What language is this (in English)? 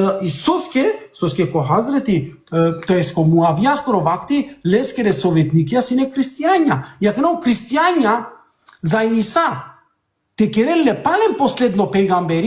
Balkan Romani